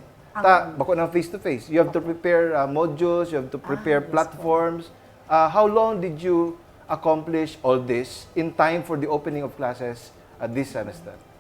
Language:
Bikol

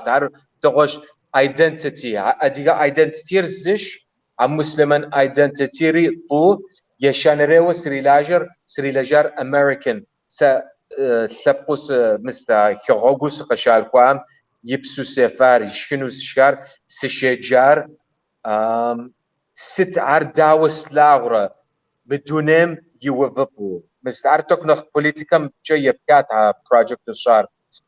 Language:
Kabardian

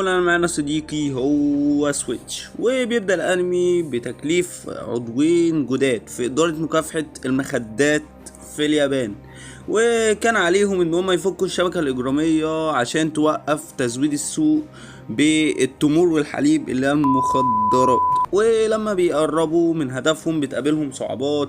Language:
Egyptian Arabic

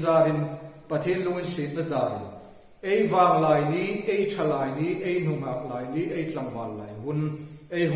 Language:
Hmar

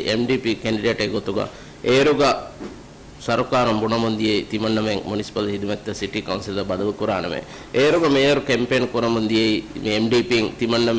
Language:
Divehi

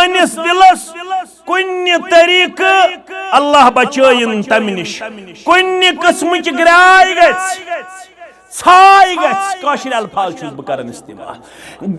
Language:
Kashmiri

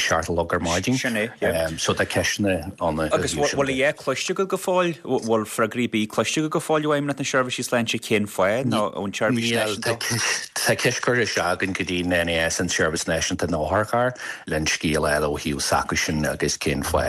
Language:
Irish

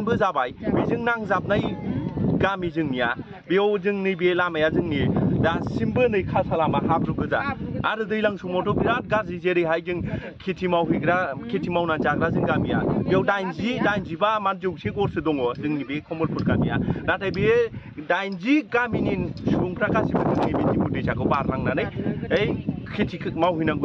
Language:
Bodo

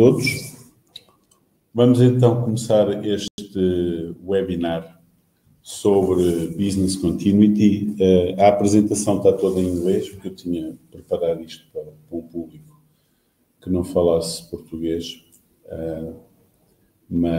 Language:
Portuguese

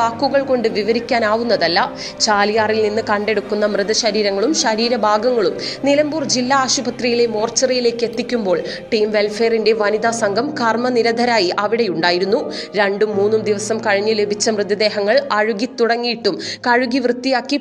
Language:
Malayalam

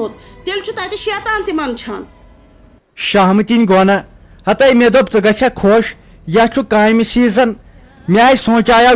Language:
Kashmiri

